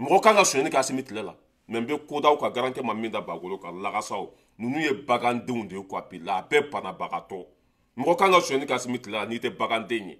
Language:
Bambara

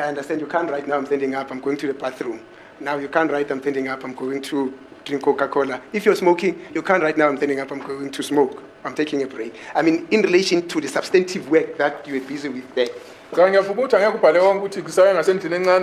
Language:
Zulu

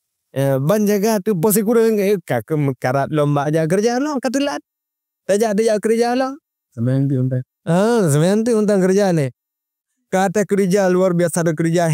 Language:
Achinese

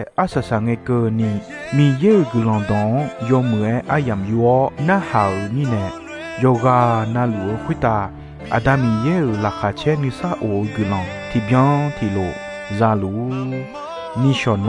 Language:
Akha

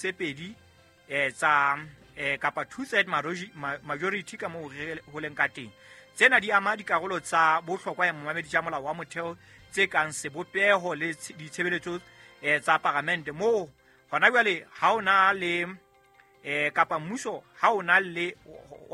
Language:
Southern Sotho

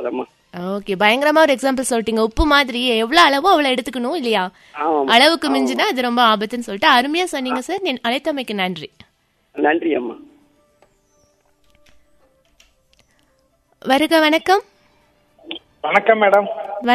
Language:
Tamil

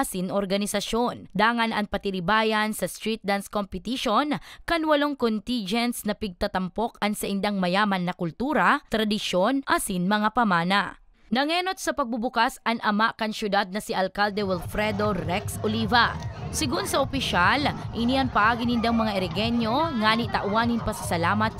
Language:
Bikol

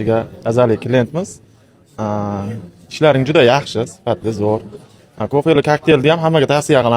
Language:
Uzbek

